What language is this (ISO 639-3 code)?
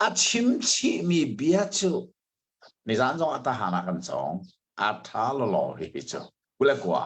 cnh